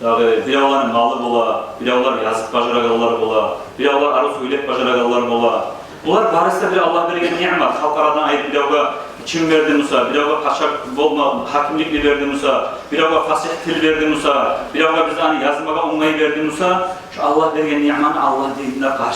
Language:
Kumyk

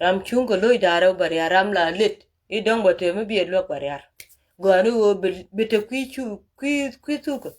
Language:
Nuer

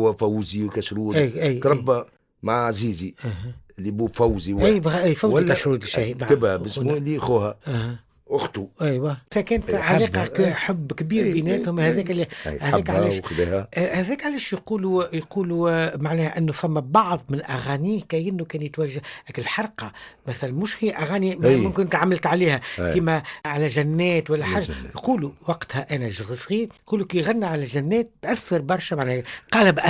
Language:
Tunisian Arabic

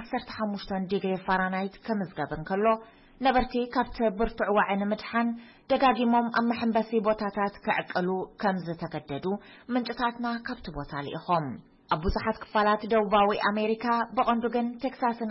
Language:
Tigrinya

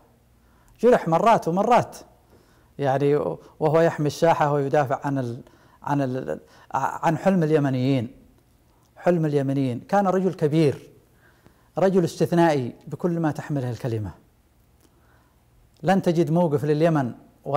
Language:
Arabic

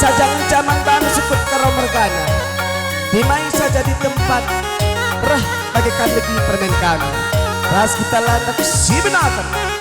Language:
Batak Karo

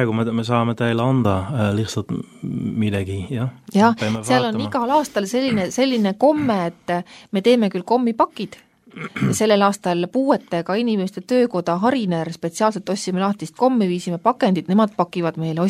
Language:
Estonian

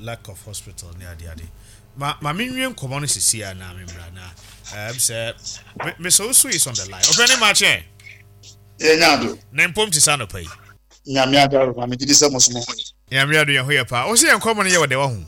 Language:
Akan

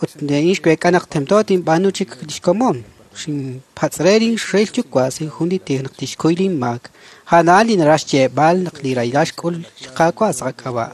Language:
Kekchí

